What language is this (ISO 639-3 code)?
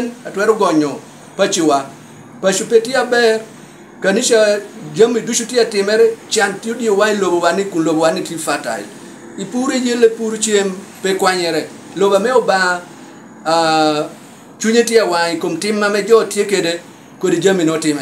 laj